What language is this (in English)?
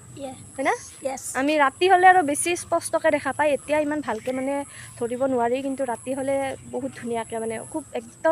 Assamese